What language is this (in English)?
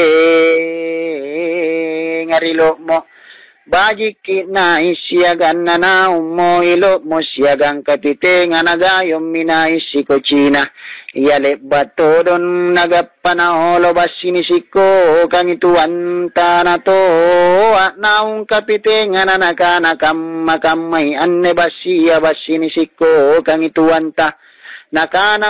Makasar